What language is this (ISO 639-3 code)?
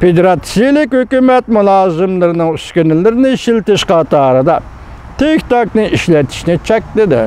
uig